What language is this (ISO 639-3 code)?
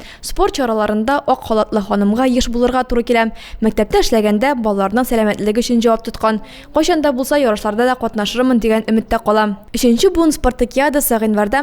tat